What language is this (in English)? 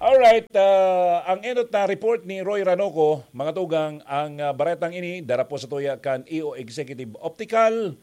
Bikol